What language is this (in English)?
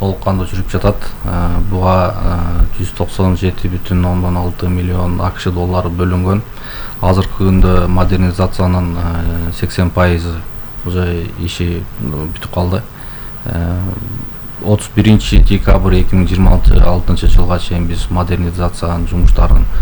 Kyrgyz